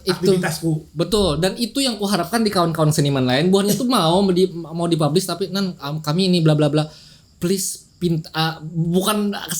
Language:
Banjar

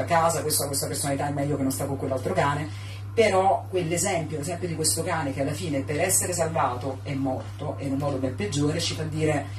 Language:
Italian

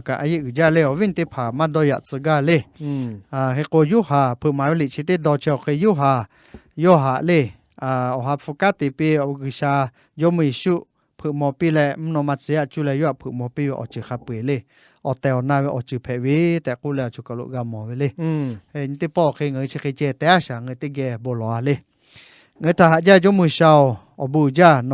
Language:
Lahu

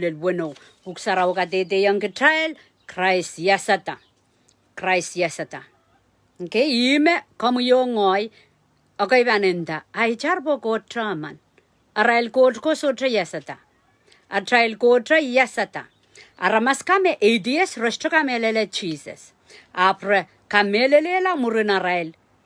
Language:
Pohnpeian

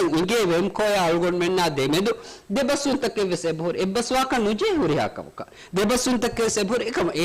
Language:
Divehi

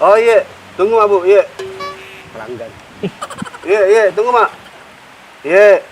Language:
Makassar Malay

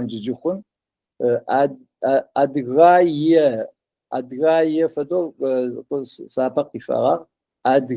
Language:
Adyghe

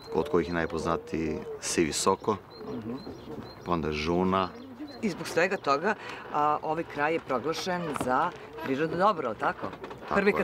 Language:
Serbian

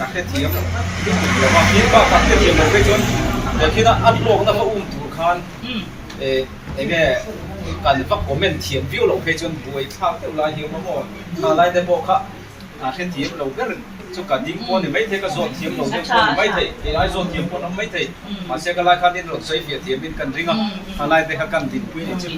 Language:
Mizo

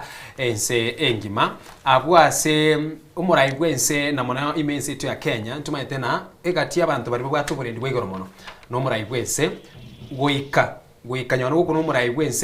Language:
Gusii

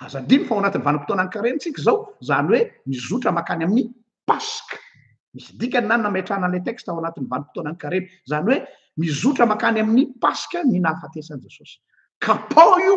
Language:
Malagasy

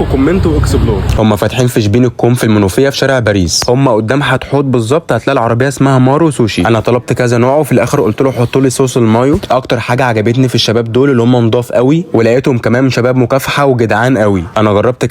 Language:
Egyptian Arabic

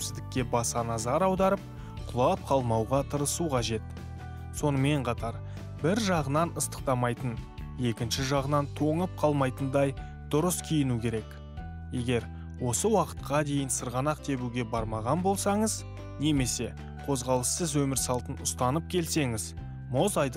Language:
Kazakh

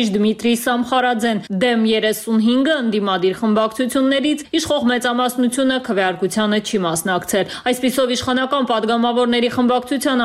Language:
Armenian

